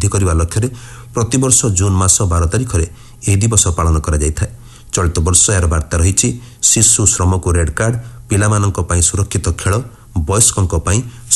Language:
Odia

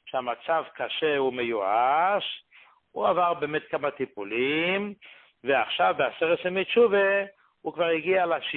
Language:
Hebrew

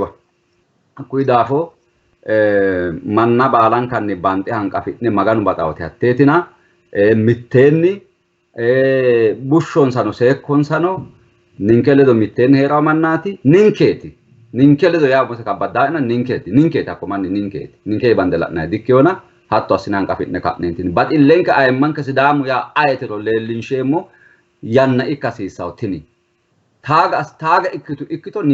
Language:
Sidamo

